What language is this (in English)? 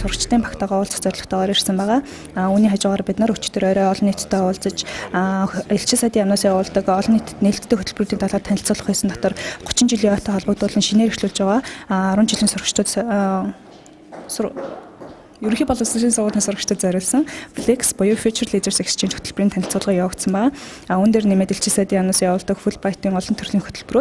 Mongolian